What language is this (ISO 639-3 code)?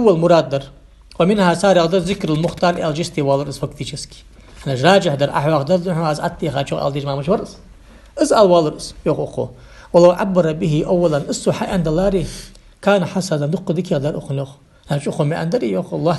inh